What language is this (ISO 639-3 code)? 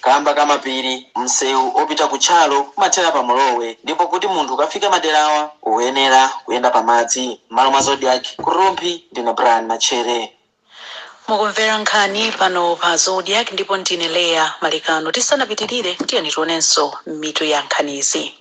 nya